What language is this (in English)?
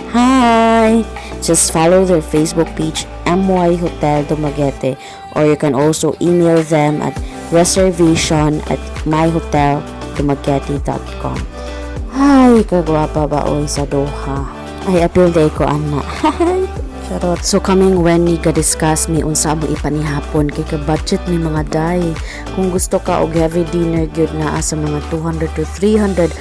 Cebuano